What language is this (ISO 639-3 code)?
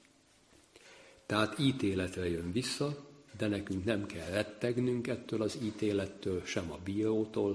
hun